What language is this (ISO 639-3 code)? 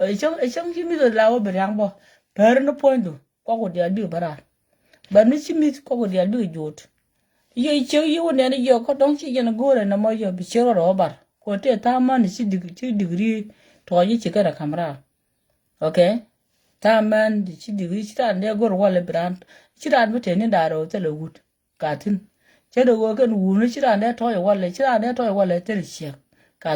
nus